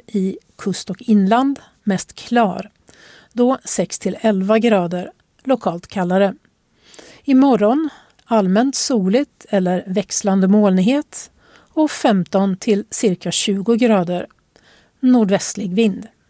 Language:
Swedish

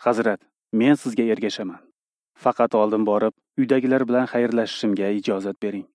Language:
Uzbek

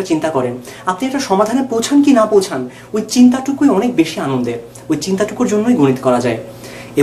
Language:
Bangla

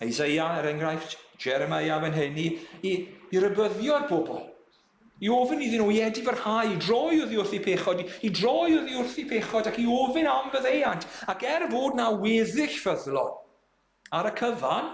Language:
Welsh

